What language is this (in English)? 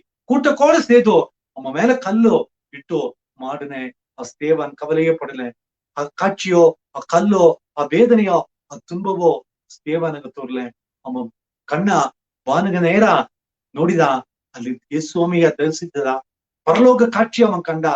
Badaga